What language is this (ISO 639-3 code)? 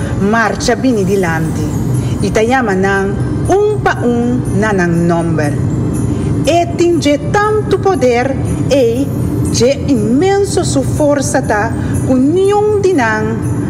pap